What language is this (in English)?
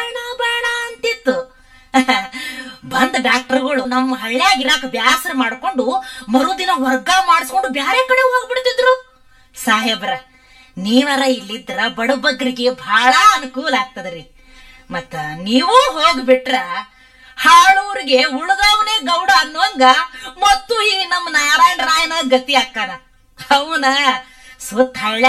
Kannada